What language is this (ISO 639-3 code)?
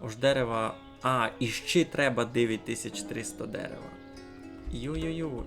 rue